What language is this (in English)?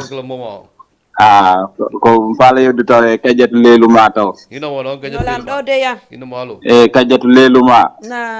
Fula